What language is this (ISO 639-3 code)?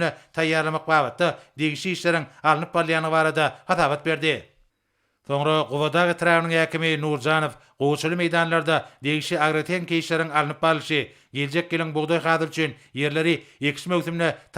tuk